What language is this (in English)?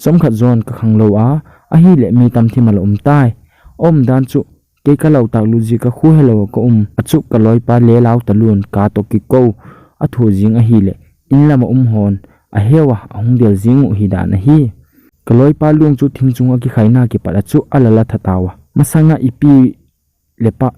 Thado Chin